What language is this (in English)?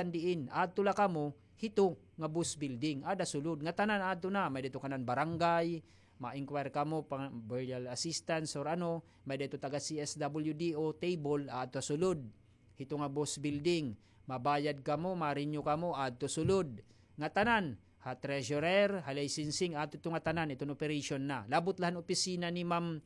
Waray